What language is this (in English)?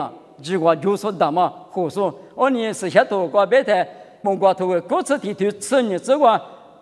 Lisu